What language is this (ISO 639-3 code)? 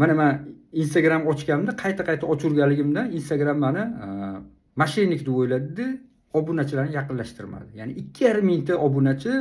uzb